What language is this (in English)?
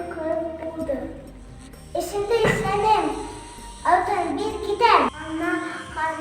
Bashkir